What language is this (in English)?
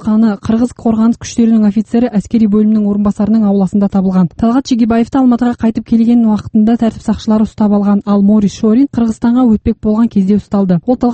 Kazakh